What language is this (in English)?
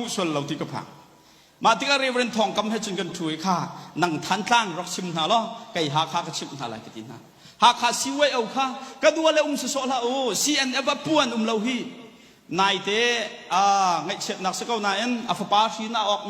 Hakha Chin